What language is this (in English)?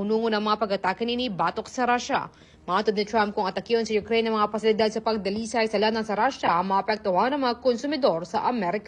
Cebuano